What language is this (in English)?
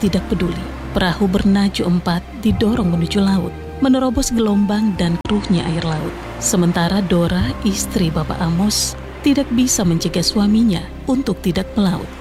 Indonesian